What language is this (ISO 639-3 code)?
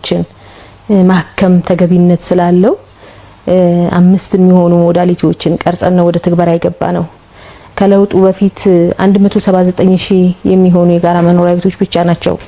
amh